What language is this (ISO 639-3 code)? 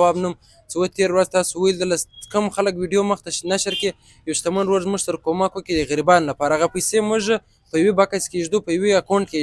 pus